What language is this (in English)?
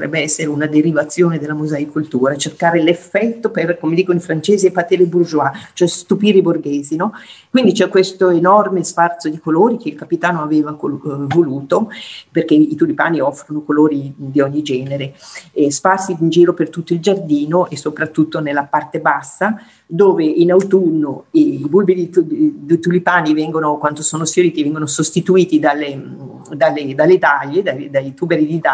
Italian